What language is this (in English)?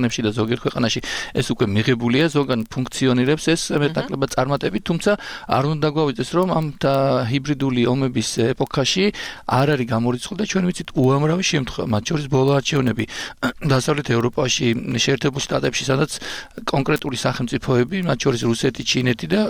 Georgian